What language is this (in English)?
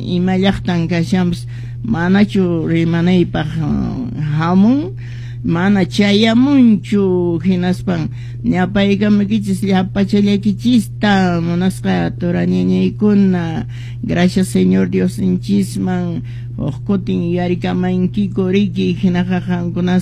Quechua